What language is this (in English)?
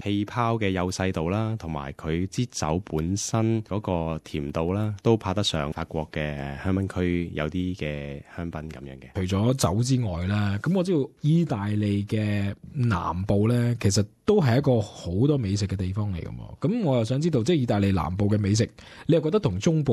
Cantonese